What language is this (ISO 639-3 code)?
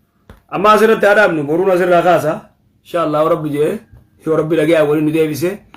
orm